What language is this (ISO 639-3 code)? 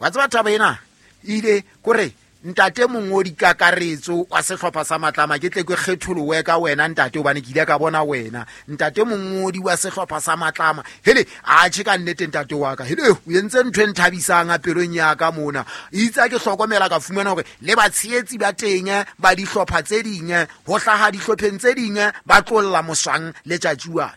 sot